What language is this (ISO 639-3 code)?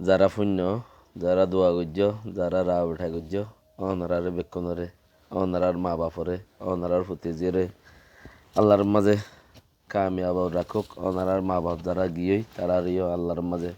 rhg